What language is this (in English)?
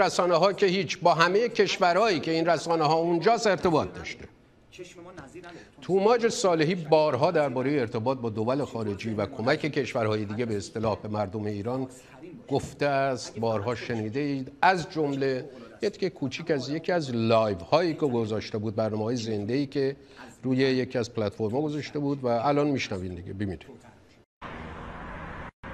Persian